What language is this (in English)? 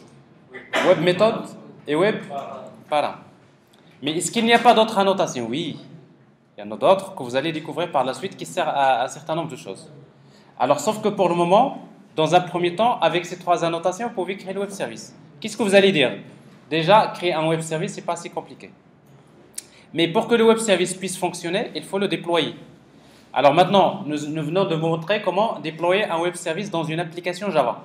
French